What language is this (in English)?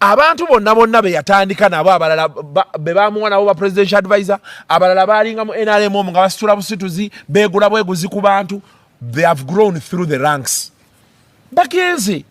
Ganda